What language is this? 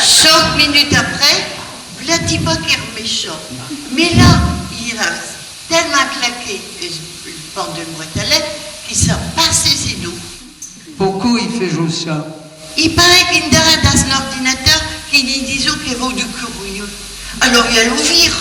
Picard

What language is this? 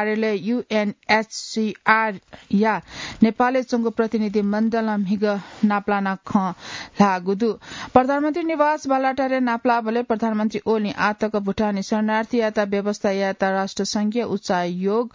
Newari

